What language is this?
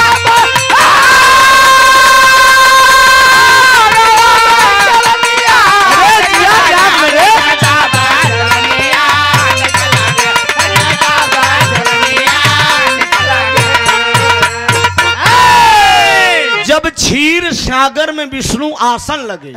Bhojpuri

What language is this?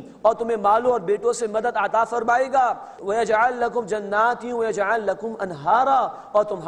Urdu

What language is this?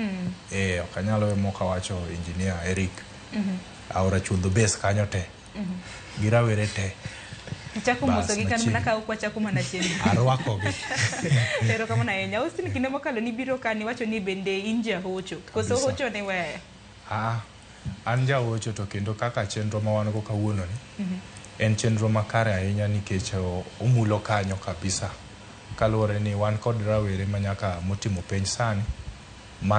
Luo (Kenya and Tanzania)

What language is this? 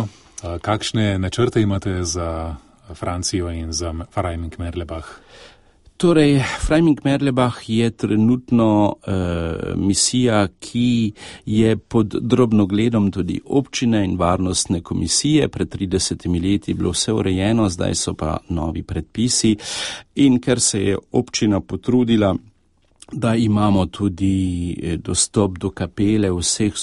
Slovenian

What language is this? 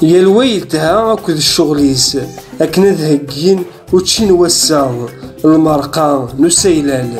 Kabyle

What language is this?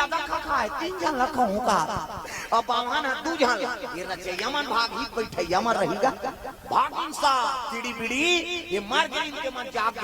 Chhattisgarhi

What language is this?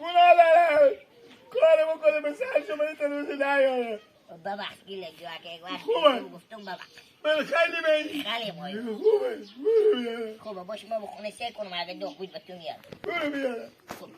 Hazaragi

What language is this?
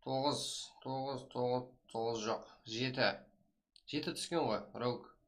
Kara-Kalpak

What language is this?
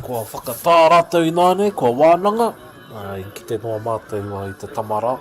Māori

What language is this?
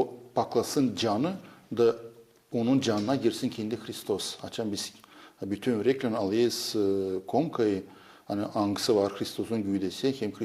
Gagauz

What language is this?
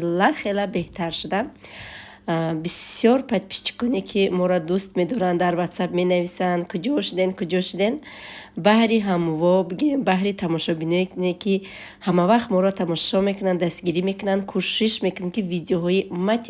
Tajik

